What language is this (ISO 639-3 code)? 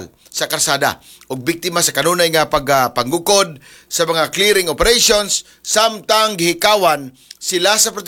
ceb